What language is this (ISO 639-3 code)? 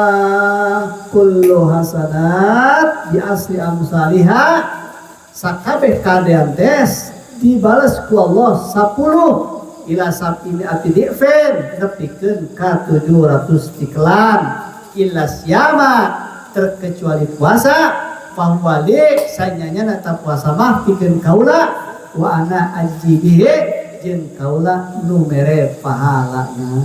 sun